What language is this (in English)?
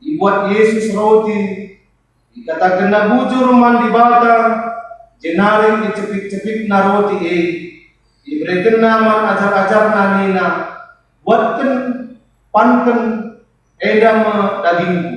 Batak Karo